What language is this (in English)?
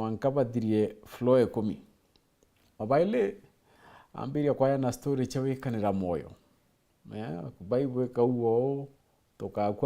Meru